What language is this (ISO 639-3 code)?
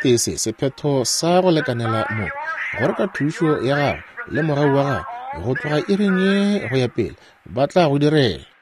nso